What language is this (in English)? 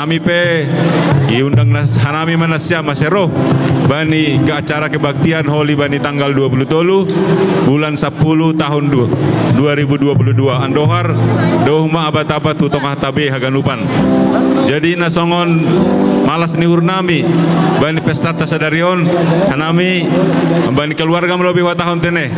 Batak Simalungun